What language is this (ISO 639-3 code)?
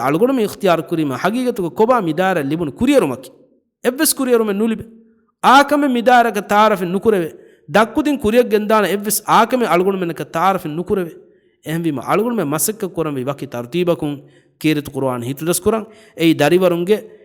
div